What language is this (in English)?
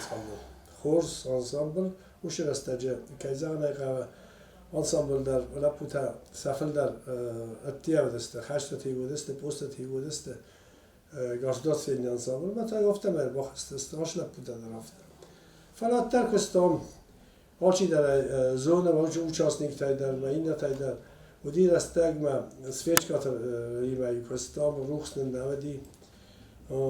Ossetic